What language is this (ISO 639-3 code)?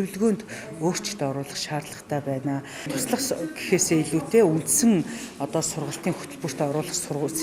mon